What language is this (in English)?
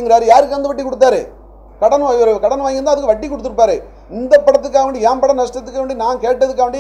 Tamil